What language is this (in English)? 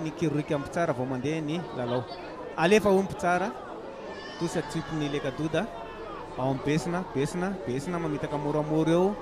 Malagasy